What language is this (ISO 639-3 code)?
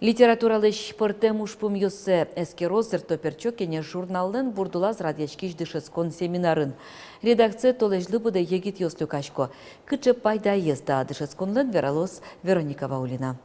udm